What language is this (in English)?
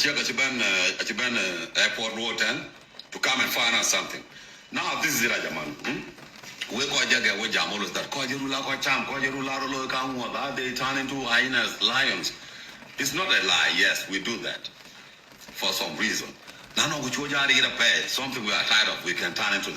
Nuer